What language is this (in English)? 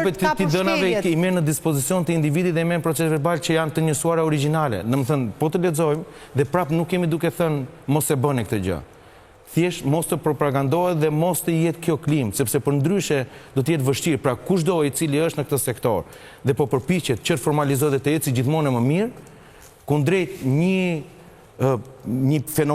Albanian